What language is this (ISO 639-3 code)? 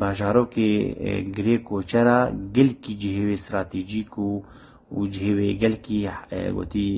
kur